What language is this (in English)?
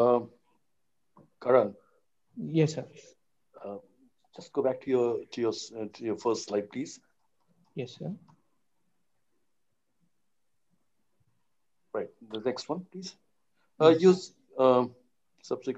English